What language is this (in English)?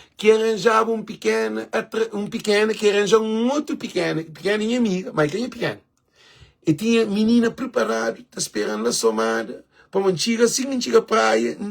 Kabuverdianu